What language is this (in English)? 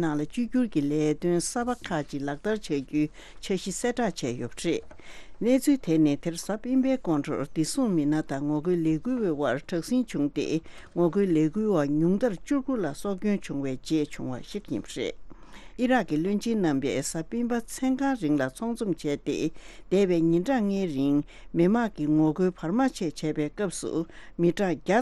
Tibetan